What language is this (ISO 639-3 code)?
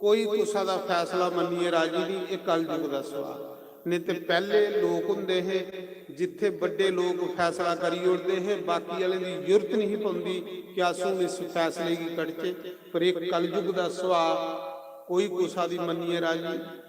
doi